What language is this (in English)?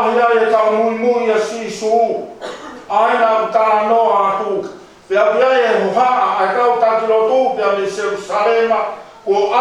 Tongan